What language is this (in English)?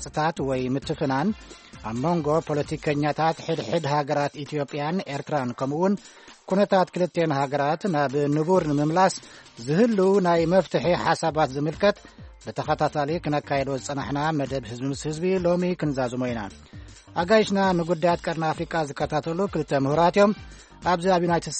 Tigrinya